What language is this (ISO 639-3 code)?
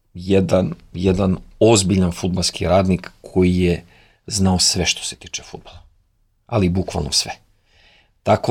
srp